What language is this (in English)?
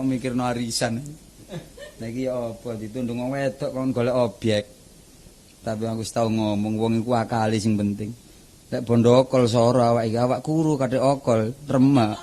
Javanese